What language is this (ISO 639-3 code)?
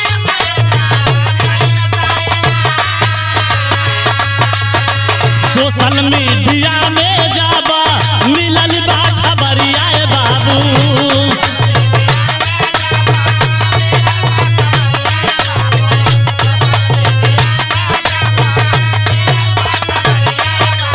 bho